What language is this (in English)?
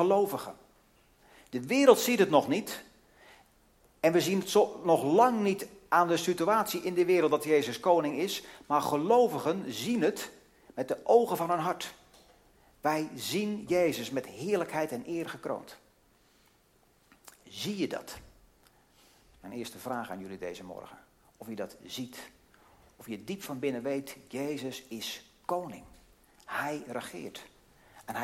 Dutch